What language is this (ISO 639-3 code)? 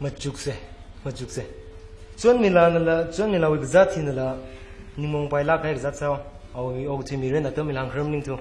nmf